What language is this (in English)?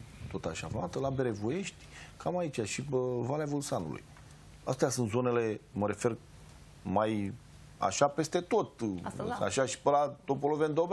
Romanian